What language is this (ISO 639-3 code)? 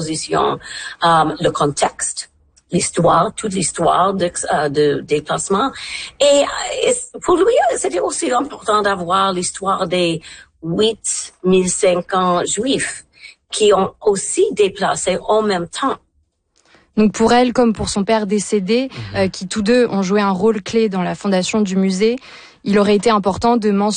fra